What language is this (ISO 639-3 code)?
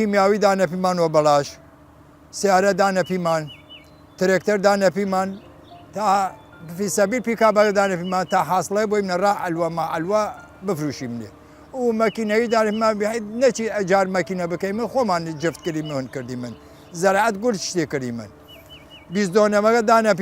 sdh